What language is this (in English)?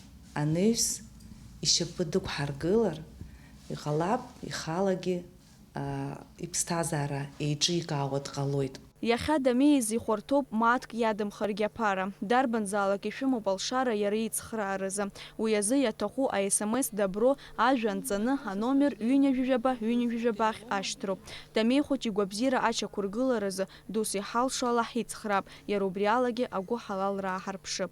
Abkhazian